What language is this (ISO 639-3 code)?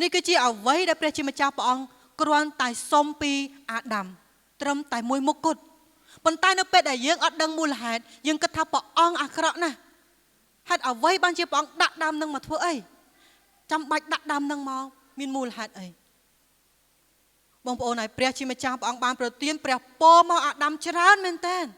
khm